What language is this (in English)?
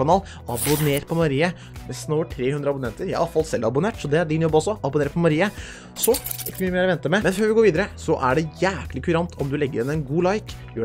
Norwegian